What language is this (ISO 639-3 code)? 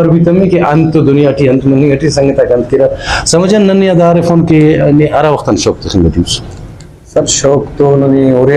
brh